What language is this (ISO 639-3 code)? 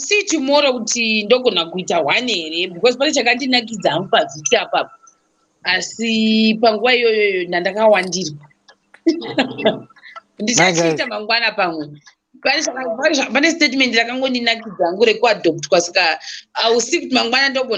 sna